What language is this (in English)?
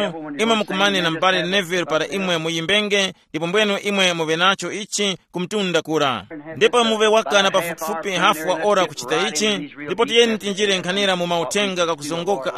Tumbuka